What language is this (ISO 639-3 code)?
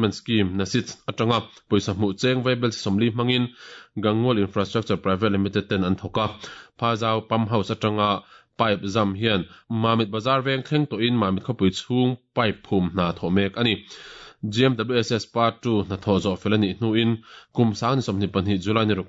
lus